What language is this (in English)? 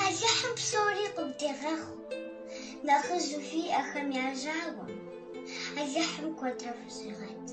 Kabardian